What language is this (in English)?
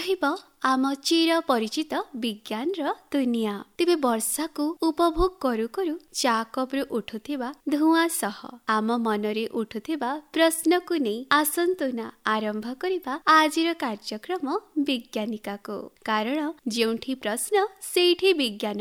Odia